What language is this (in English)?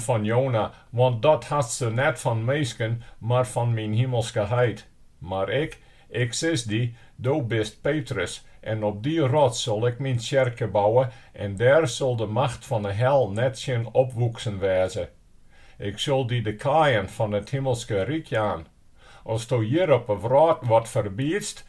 Western Frisian